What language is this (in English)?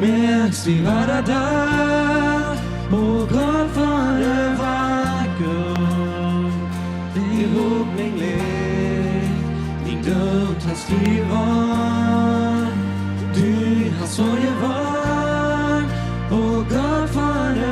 Plautdietsch